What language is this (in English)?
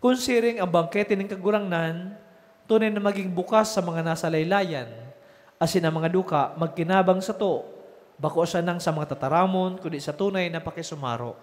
Bikol